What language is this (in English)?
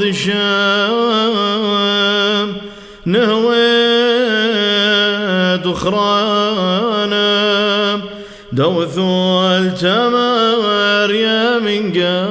Classical Syriac